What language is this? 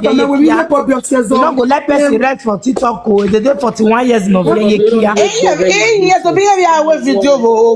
Nigerian Pidgin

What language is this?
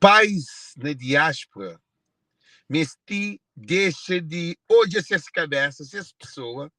Kabuverdianu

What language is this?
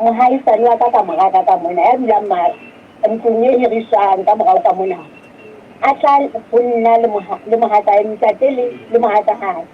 Southern Sotho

